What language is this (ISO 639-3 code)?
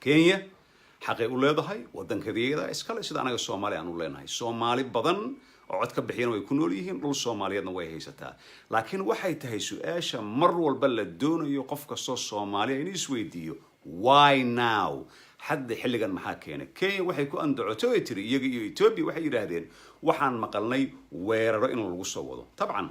som